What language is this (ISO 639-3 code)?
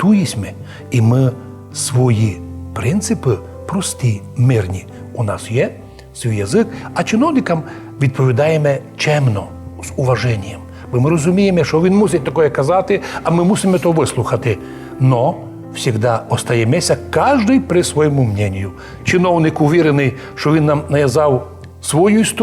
rue